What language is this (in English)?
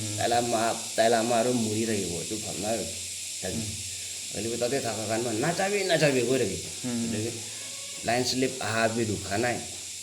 Naga Pidgin